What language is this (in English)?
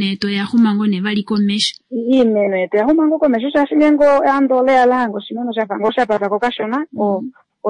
Kuanyama